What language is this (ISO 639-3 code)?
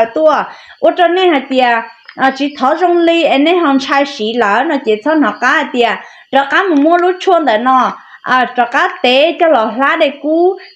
hmn